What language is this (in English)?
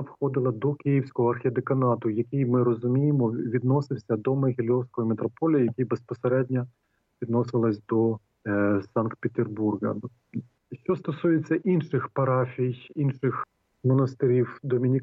Ukrainian